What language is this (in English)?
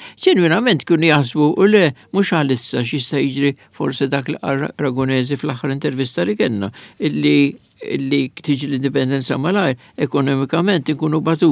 Maltese